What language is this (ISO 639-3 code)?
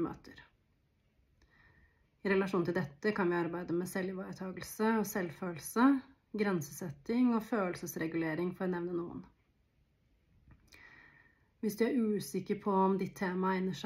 nor